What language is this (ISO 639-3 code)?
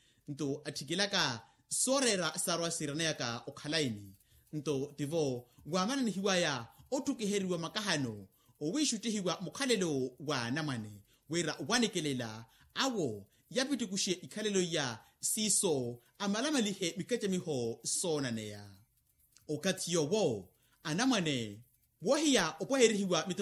vmw